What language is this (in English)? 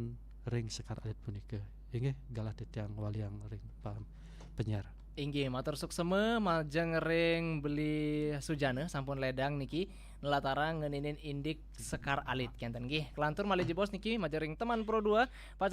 Balinese